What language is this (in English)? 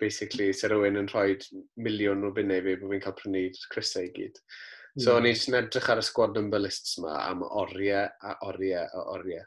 Welsh